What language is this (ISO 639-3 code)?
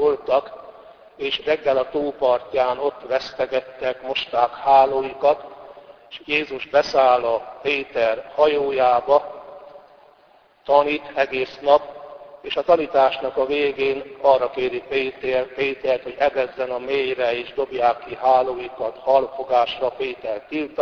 hun